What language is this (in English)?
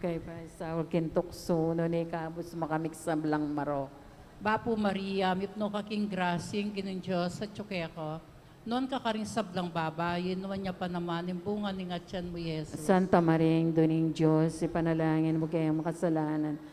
Pampanga